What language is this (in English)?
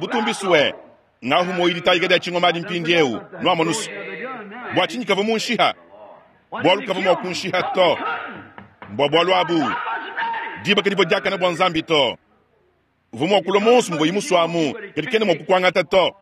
Luba-Lulua